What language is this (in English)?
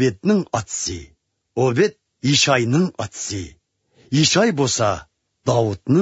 Uyghur